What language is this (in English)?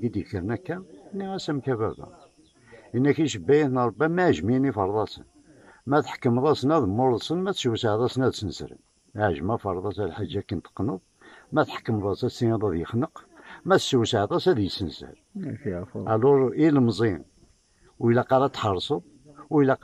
Kabyle